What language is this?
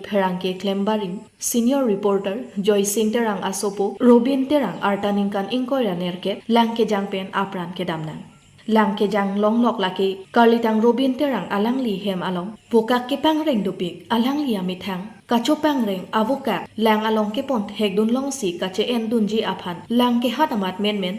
Karbi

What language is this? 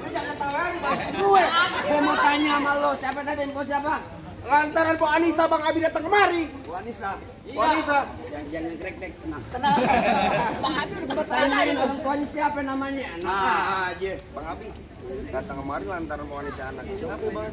Betawi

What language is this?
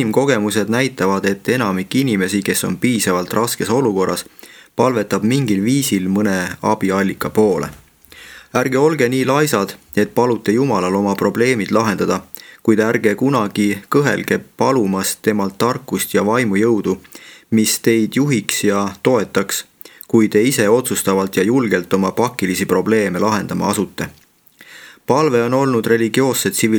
Estonian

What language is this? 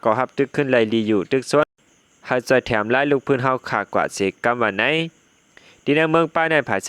Shan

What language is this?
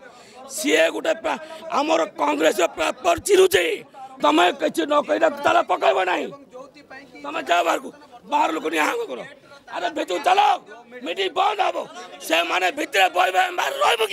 Odia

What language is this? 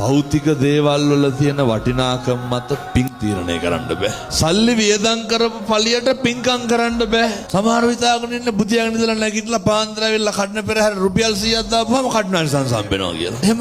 Sinhala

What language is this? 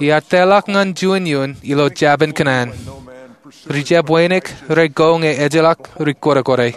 Marshallese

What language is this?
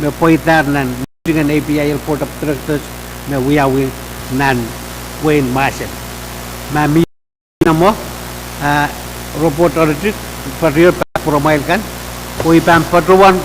Pohnpeian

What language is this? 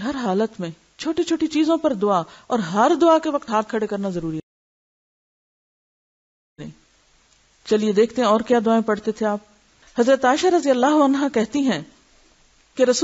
Urdu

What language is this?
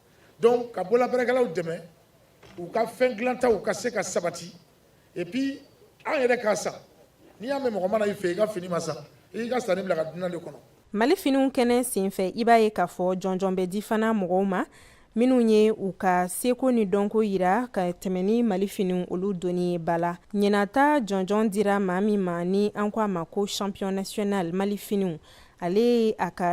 Bambara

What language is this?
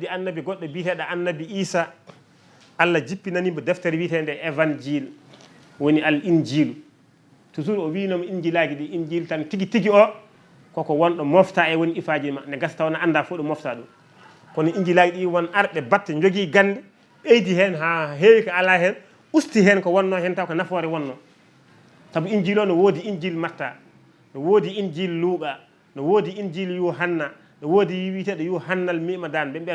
Fula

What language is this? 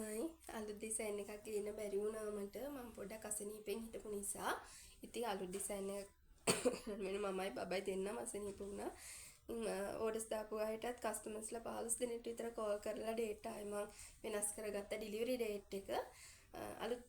Sinhala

